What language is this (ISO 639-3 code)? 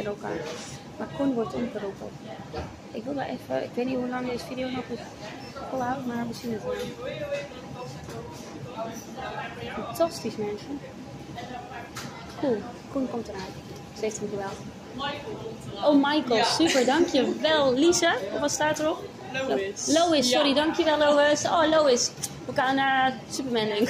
nld